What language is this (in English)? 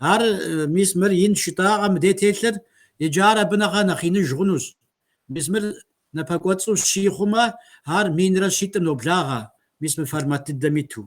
Kabardian